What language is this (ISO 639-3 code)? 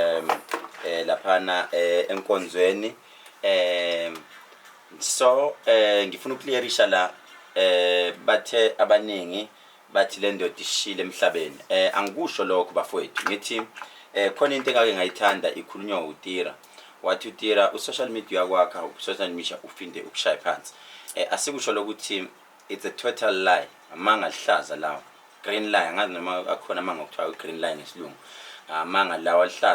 zul